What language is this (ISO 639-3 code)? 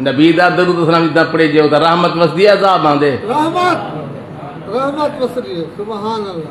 skr